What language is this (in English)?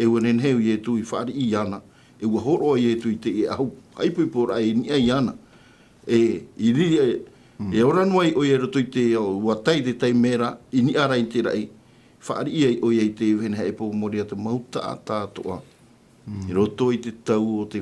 Tahitian